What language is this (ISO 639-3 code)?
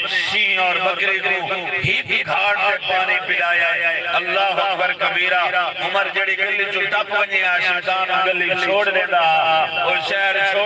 skr